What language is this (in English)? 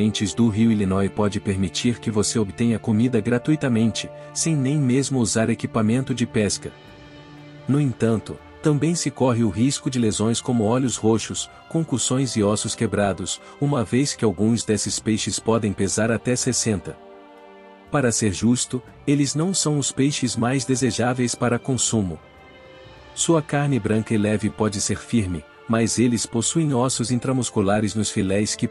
Portuguese